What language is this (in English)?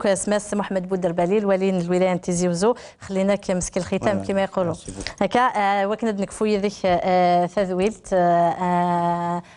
Kabyle